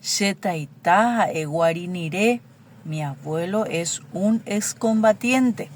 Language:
Guarani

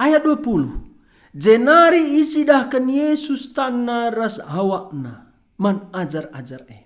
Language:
Batak Karo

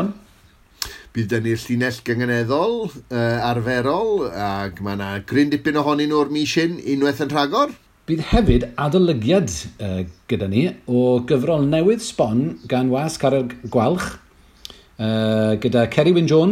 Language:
Welsh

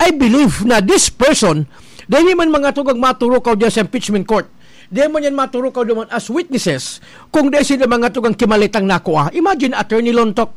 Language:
Bikol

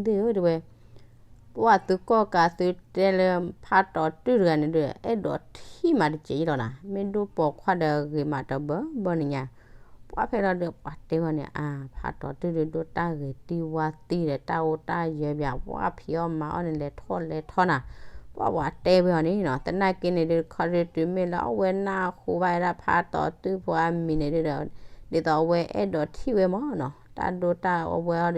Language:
S'gaw Karen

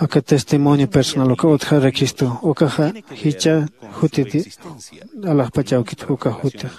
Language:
Aymara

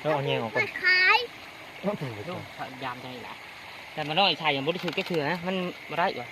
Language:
Lao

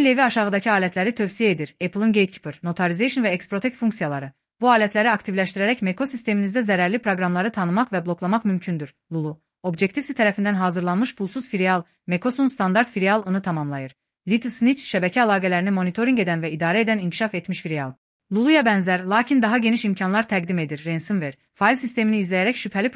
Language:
Azerbaijani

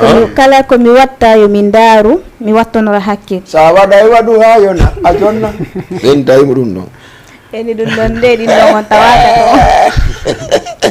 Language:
Fula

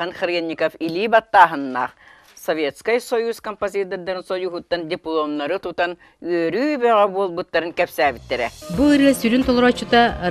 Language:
Yakut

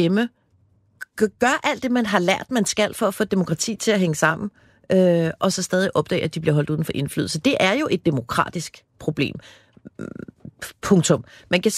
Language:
Danish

